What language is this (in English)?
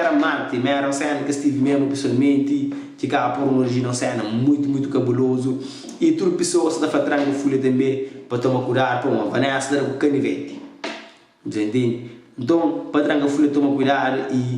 Kabuverdianu